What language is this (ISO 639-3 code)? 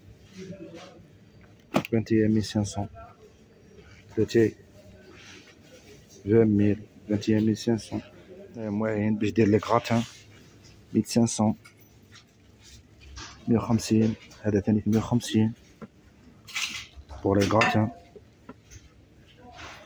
arq